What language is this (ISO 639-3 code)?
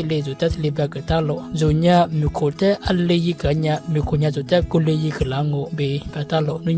lis